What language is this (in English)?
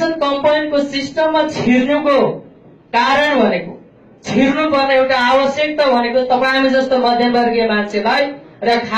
Nepali